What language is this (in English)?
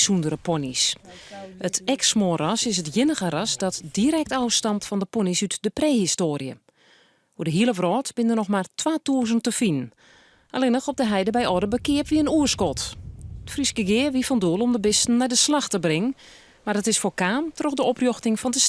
Western Frisian